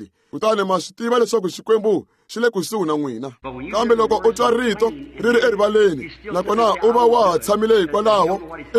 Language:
Tsonga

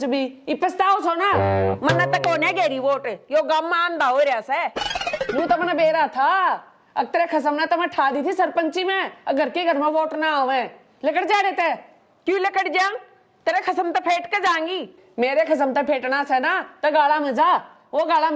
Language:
Haryanvi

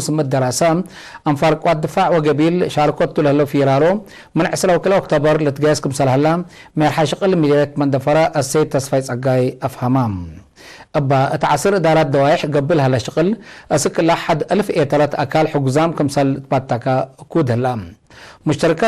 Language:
Tigre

